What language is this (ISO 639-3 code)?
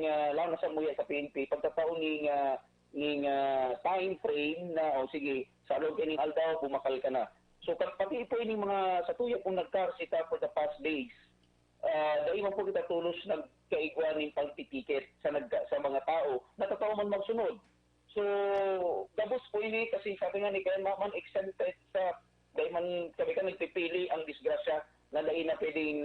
bik